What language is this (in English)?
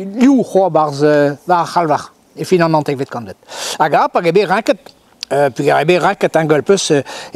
Breton